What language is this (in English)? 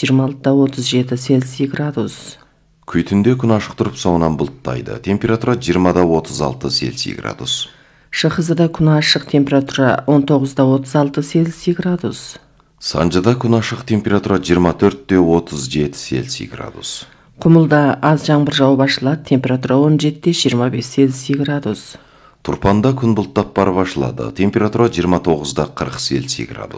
Kazakh